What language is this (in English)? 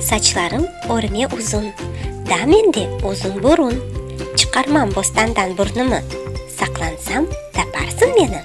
Crimean Tatar